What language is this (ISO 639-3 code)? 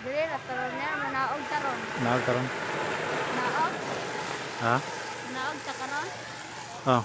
ceb